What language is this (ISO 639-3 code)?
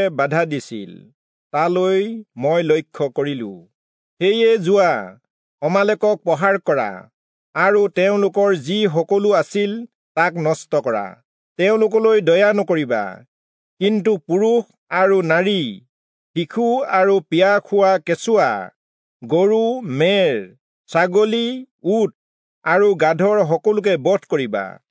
asm